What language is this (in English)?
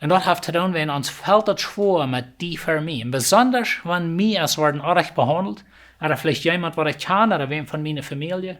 Plautdietsch